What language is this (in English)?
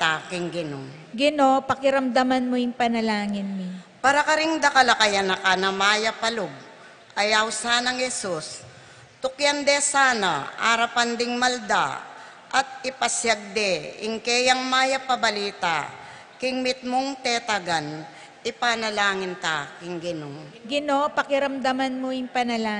Pampanga